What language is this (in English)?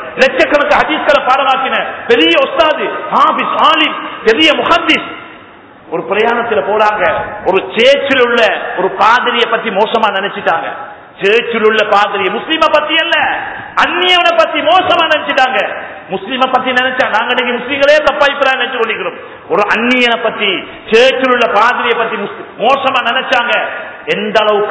Tamil